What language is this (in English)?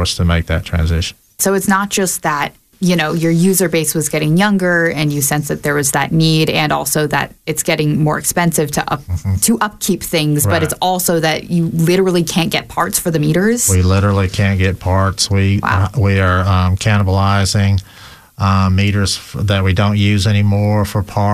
English